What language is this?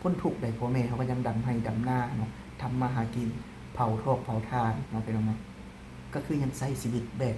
Lao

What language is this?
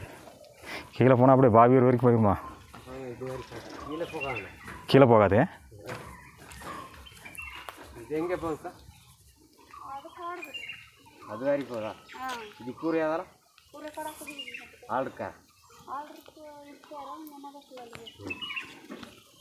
Tamil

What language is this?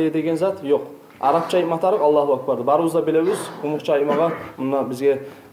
Kumyk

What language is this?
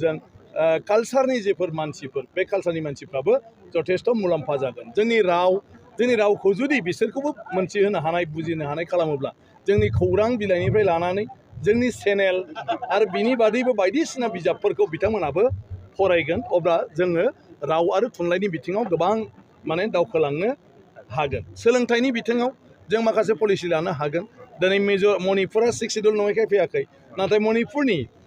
Bodo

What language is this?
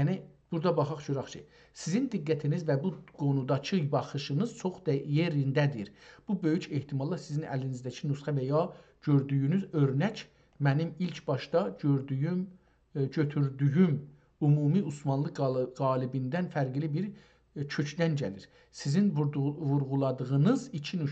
South Azerbaijani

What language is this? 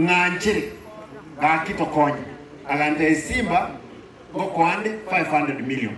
Gusii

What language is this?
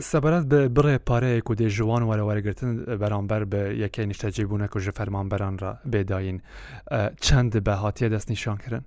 Kurdish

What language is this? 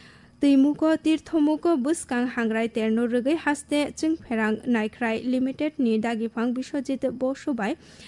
Kok Borok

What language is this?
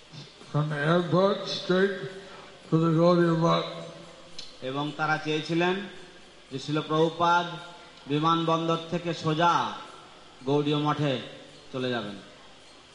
Bangla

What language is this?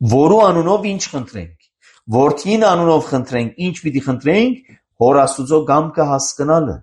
Armenian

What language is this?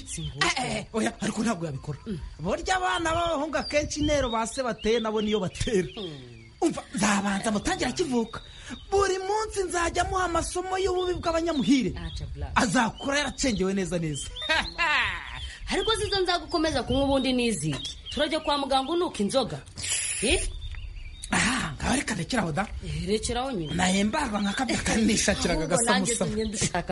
Kinyarwanda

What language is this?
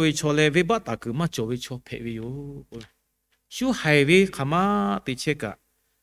Lahu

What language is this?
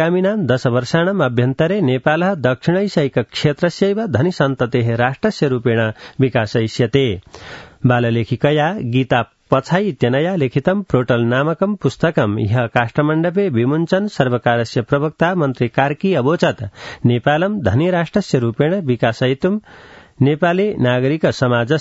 Sanskrit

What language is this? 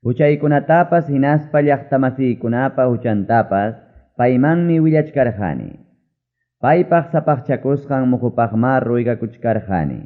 Ayacucho Quechua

